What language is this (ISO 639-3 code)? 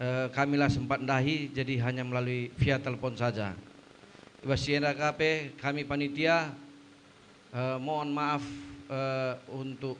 btx